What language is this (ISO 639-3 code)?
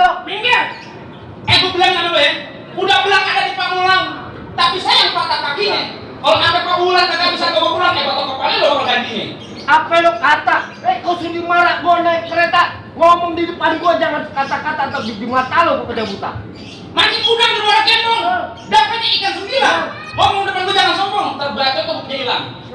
bew